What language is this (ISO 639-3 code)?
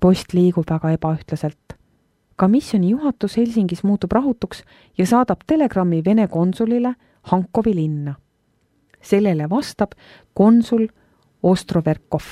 est